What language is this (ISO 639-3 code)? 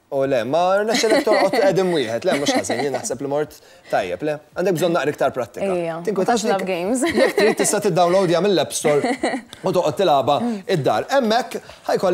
mlt